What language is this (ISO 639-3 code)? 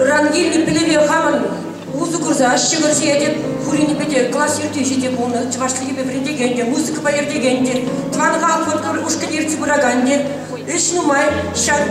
chv